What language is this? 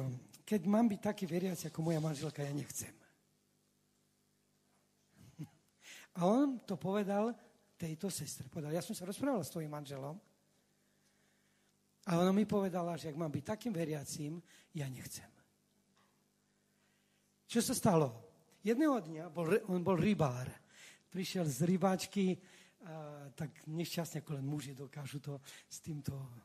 Slovak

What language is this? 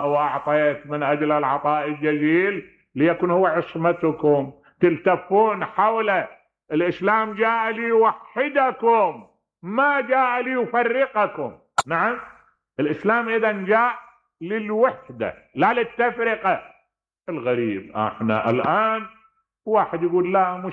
Mesopotamian Arabic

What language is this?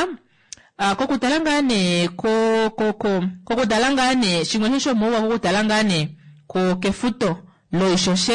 Kuanyama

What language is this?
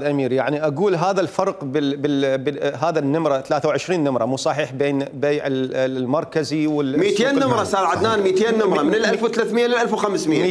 Mesopotamian Arabic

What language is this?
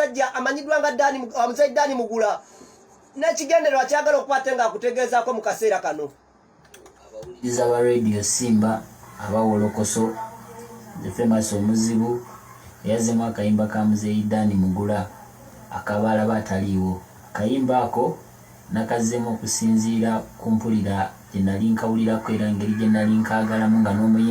Ganda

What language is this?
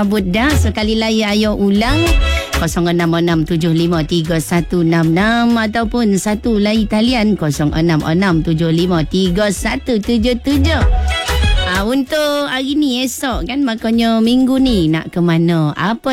Malay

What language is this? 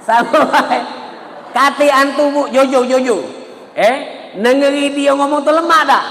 Musi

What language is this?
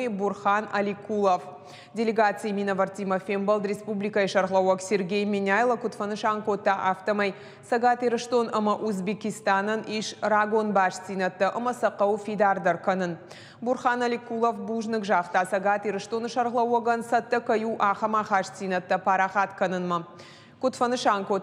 Ossetic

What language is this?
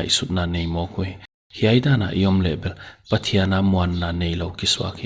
Paite Chin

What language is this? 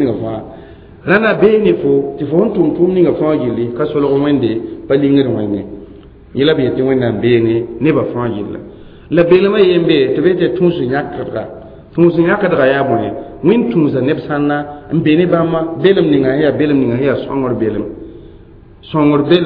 Mossi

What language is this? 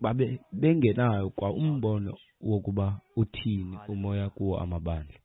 Xhosa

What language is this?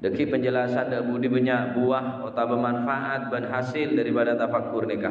Madurese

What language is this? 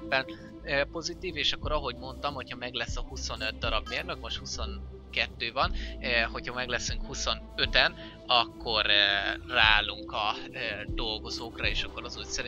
Hungarian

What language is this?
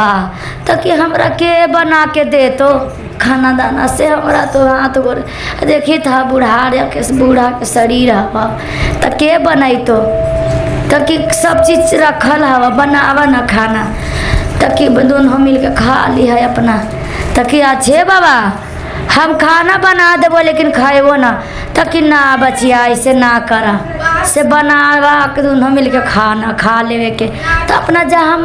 Magahi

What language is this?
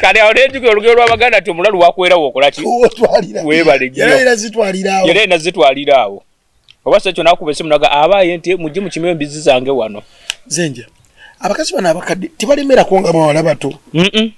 Ganda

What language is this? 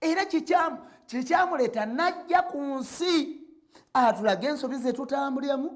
Ganda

